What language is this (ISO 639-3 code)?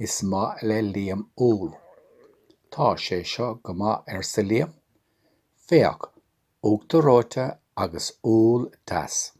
gle